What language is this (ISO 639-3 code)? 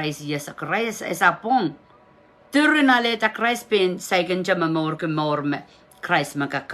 pon